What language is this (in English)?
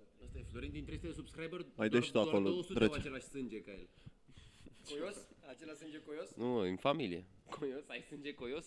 Romanian